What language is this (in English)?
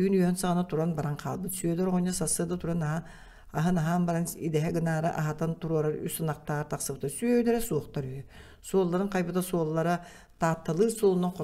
Yakut